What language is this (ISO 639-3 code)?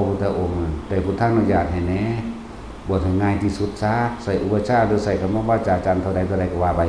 tts